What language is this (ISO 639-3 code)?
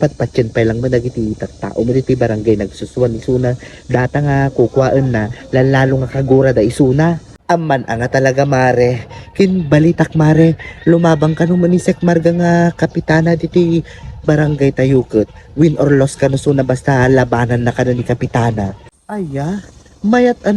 ilo